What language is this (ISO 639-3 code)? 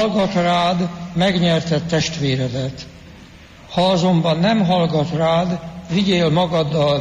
hun